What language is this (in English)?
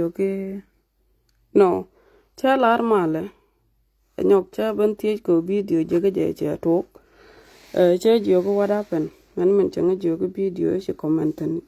Nuer